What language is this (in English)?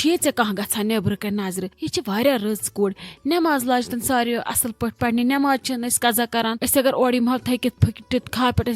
Kashmiri